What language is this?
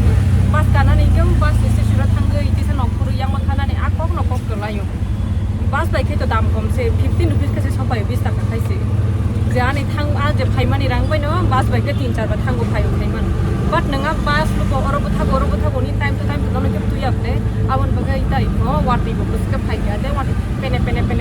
Kok Borok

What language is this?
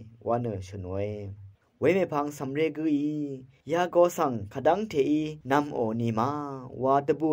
Rawang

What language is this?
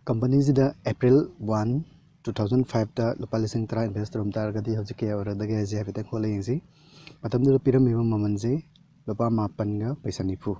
Manipuri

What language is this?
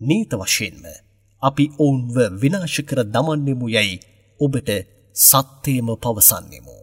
Sinhala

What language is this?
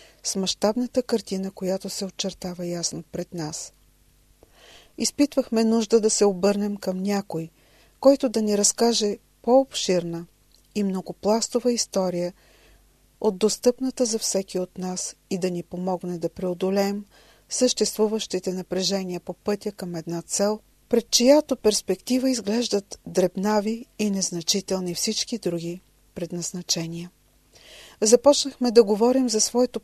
Bulgarian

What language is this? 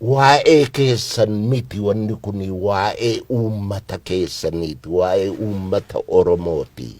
Oromo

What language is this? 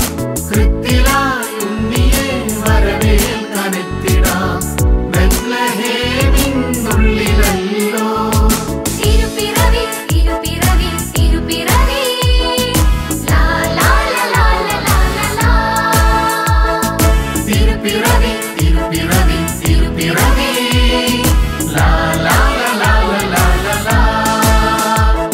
Malayalam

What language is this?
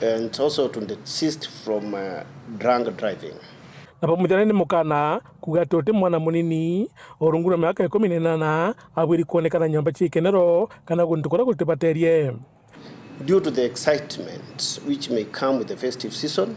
Meru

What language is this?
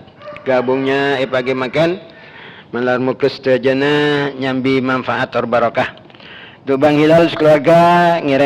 Madurese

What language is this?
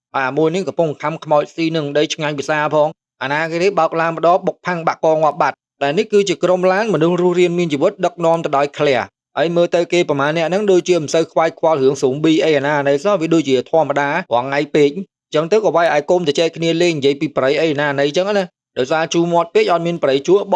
Khmer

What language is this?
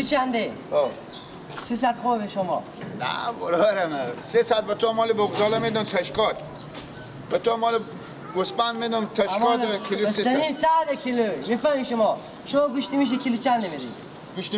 Persian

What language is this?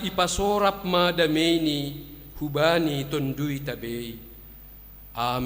Batak Simalungun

